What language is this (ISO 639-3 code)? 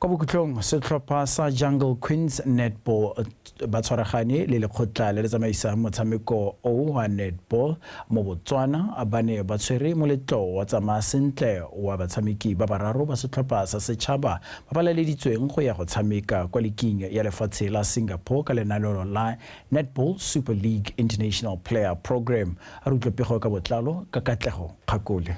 tsn